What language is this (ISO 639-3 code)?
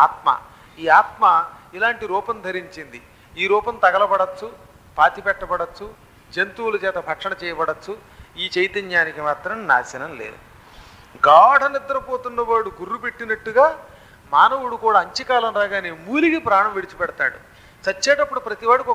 tel